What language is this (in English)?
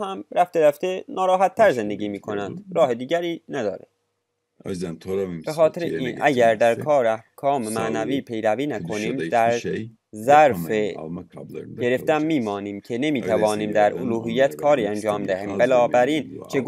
Persian